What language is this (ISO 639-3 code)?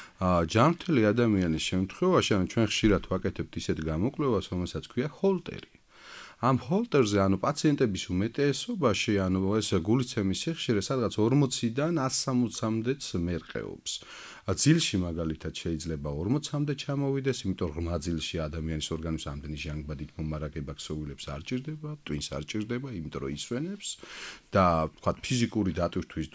kat